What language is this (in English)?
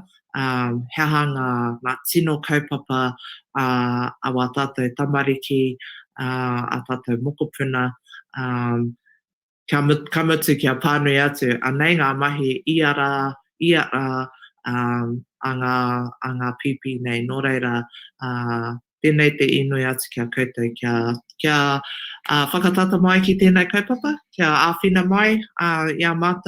Māori